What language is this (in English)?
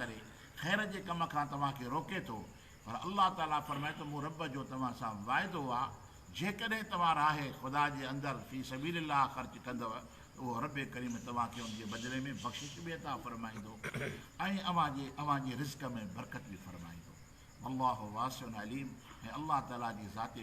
Sindhi